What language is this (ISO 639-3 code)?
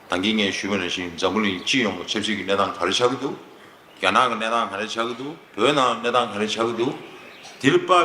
bod